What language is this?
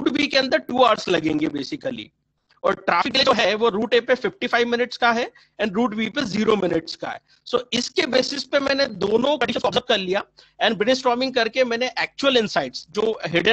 Hindi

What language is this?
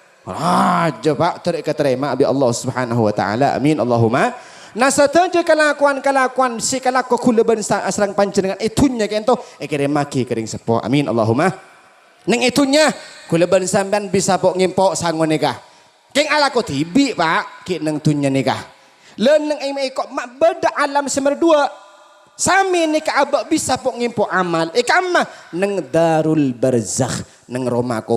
Madurese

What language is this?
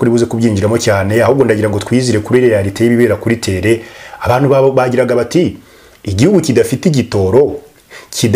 Kinyarwanda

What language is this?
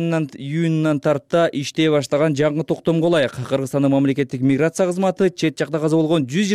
Kyrgyz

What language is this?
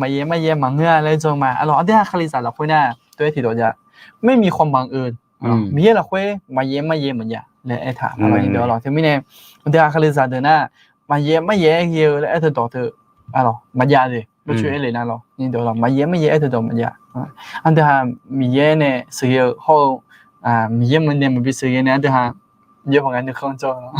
Akha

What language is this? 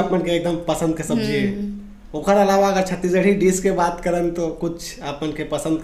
Chhattisgarhi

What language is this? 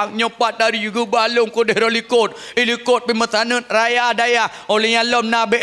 Achinese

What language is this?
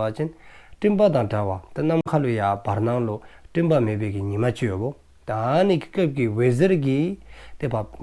Dzongkha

